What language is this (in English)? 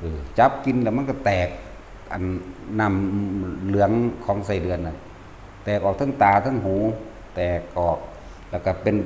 Northeastern Thai